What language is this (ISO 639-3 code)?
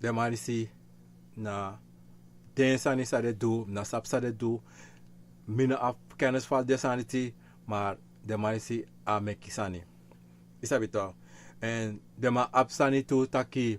srn